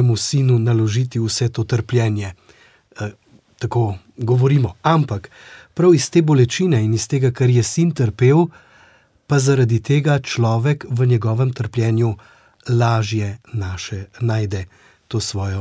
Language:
Slovenian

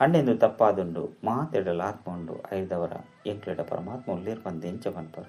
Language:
Tulu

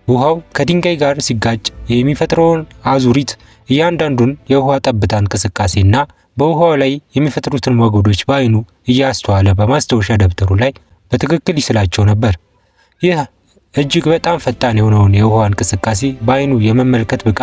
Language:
Amharic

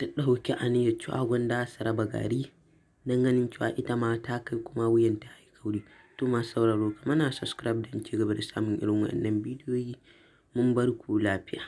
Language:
Hausa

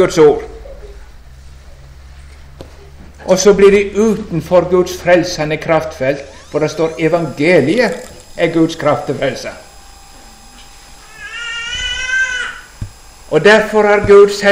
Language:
Norwegian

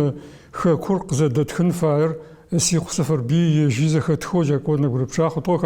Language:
Adyghe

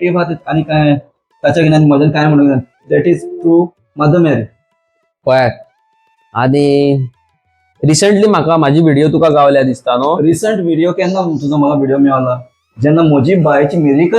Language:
Konkani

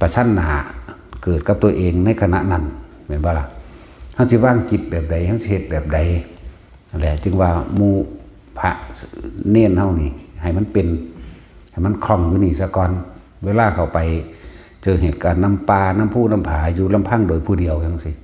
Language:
Northeastern Thai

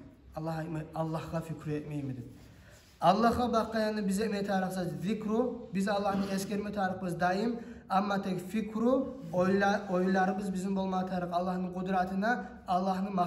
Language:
Kumyk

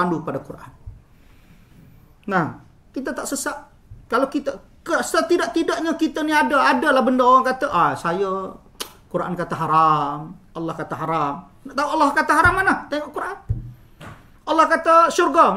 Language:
Malay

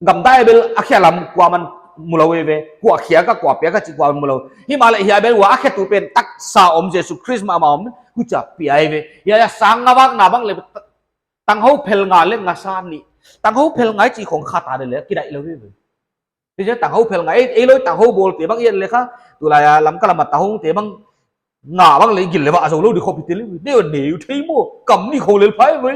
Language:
Paite Chin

